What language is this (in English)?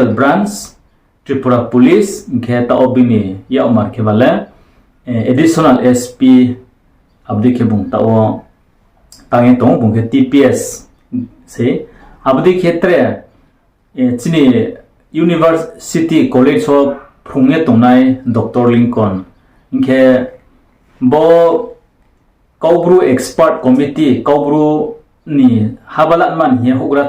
Riang (India)